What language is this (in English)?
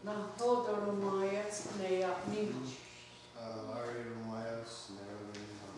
Mohawk